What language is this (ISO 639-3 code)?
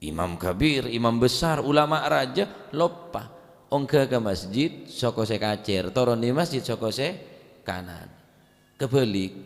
mad